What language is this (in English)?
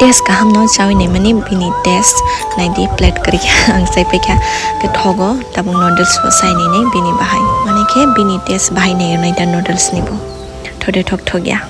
Kok Borok